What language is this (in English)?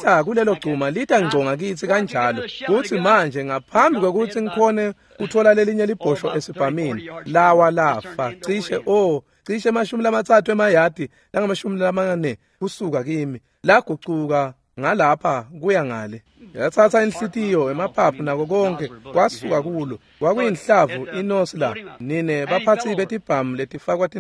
Swati